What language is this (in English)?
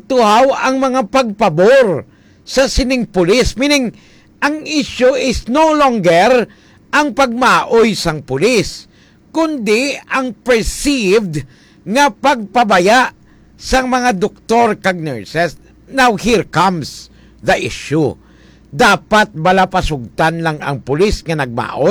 Hiligaynon